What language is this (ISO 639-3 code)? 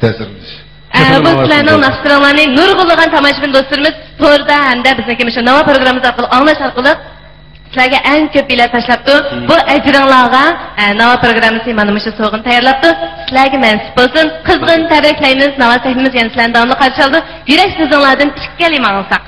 uig